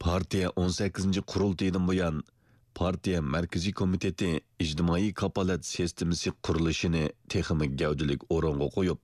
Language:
Uyghur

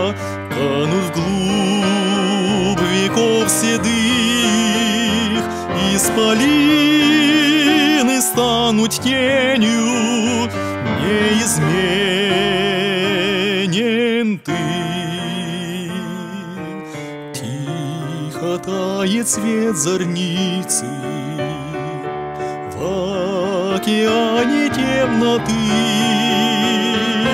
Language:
Russian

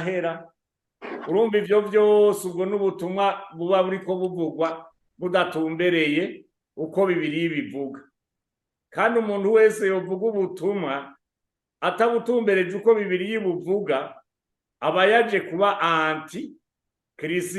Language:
Rundi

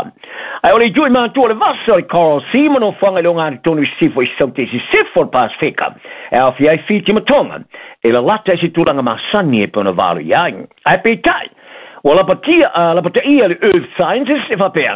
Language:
Samoan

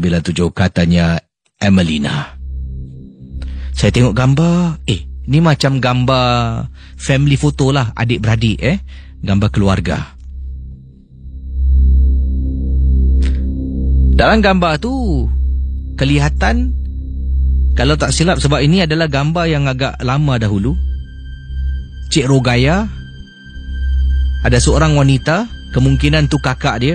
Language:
Malay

